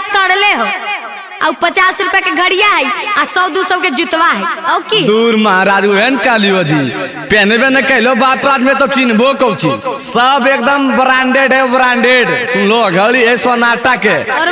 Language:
Magahi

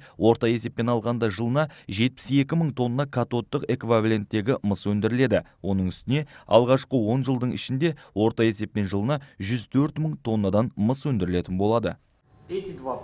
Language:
Kazakh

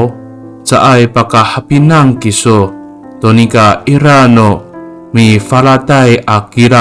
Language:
Amis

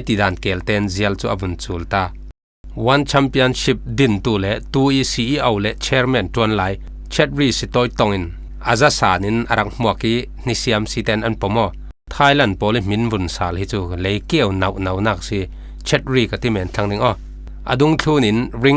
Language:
Falam Chin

